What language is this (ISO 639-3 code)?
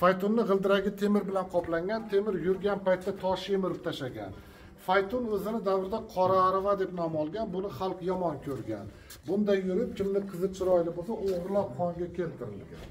uzb